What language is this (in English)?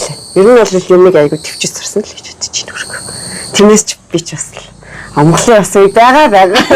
Mongolian